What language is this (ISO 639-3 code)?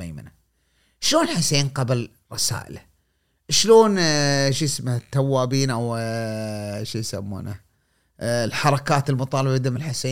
afb